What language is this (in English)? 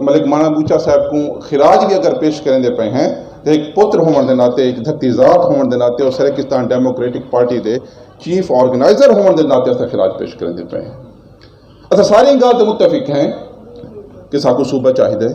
Saraiki